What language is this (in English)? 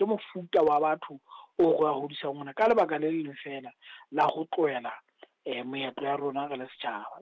Southern Sotho